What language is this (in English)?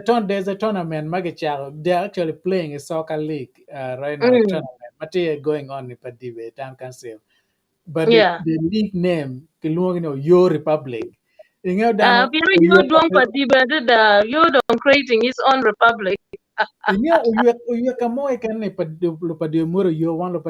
Acoli